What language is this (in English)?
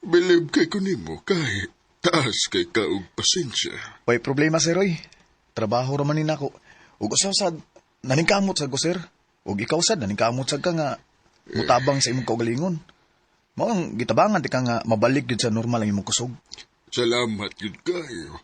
Cebuano